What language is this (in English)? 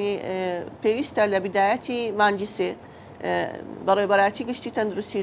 Central Kurdish